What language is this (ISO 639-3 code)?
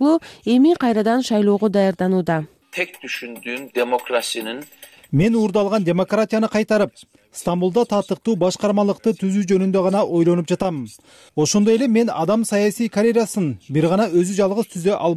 kir